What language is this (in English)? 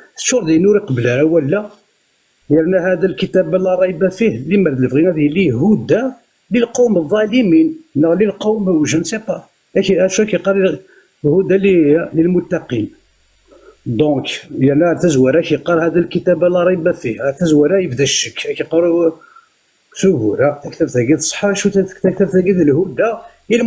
Kabyle